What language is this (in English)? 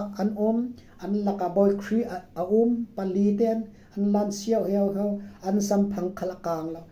Falam Chin